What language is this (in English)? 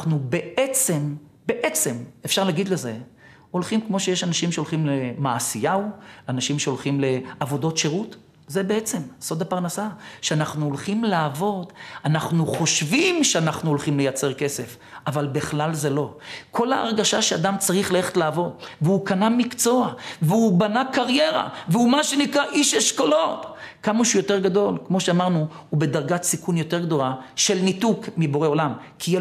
Hebrew